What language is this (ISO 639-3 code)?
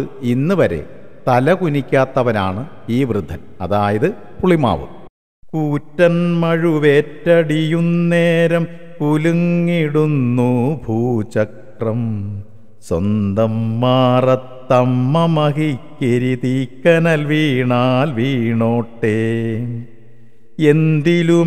mal